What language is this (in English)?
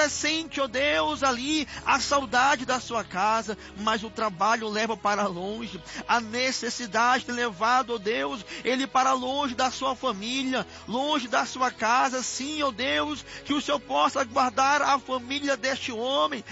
Portuguese